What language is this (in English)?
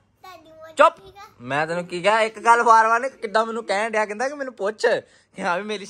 Punjabi